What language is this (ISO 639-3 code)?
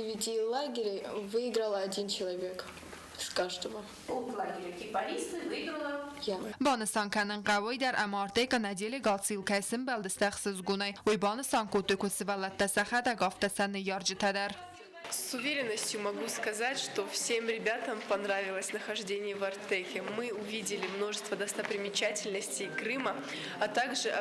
oss